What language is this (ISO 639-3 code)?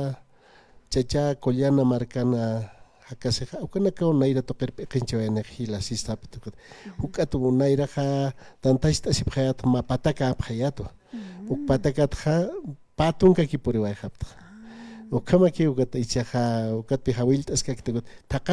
aym